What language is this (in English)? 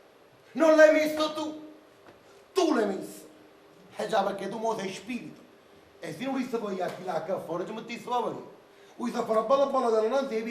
Neapolitan